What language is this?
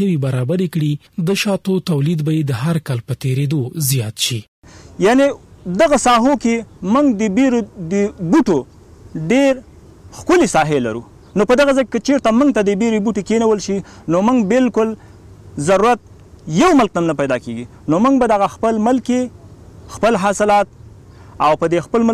Pashto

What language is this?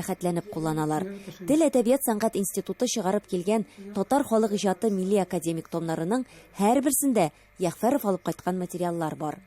Tatar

